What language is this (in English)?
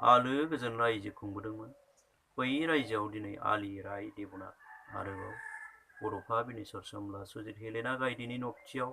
Bodo